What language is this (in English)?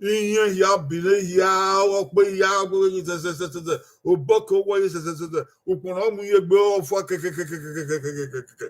Bini